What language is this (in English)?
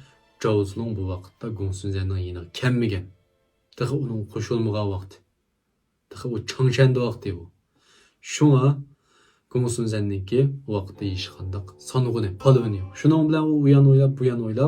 Uyghur